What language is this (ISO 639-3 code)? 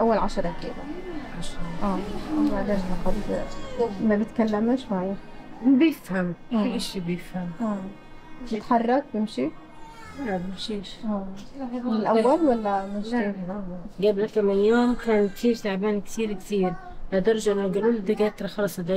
apc